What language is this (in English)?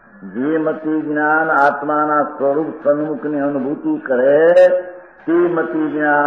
Gujarati